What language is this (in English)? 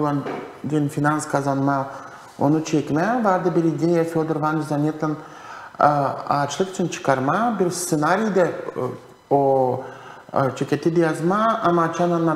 Gagauz